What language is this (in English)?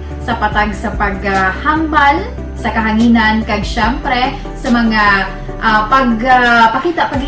Hiligaynon